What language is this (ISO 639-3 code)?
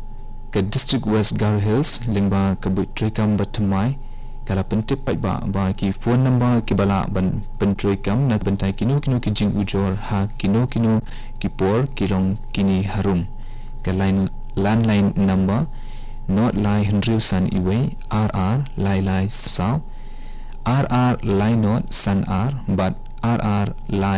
kha